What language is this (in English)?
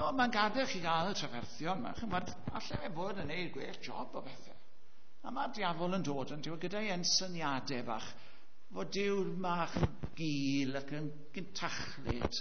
Welsh